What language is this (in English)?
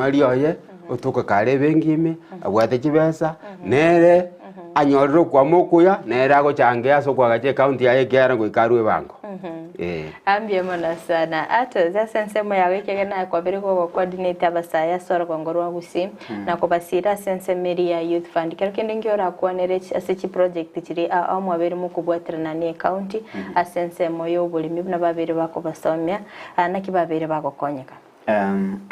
Gusii